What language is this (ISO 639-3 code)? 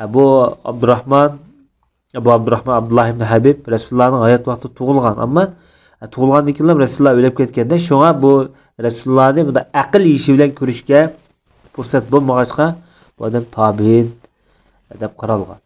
uig